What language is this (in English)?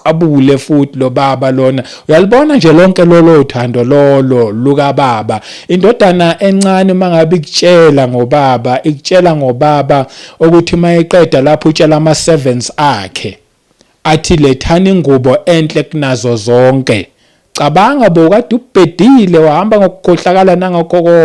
Zulu